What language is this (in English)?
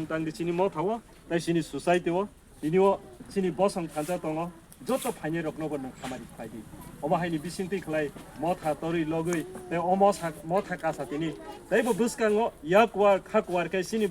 Kok Borok